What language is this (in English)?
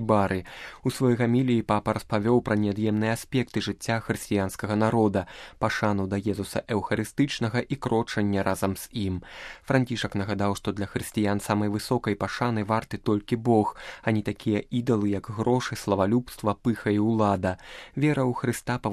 Belarusian